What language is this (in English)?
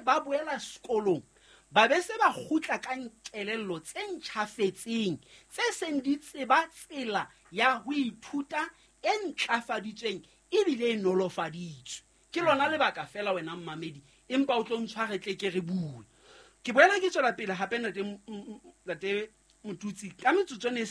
Southern Sotho